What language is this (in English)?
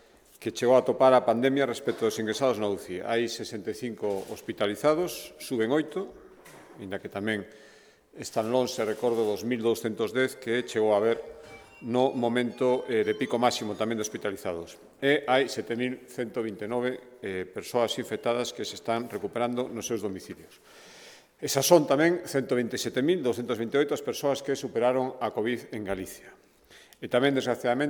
Galician